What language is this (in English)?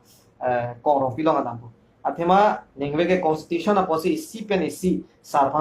Karbi